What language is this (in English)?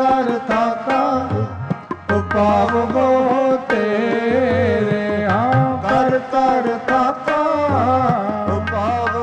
Punjabi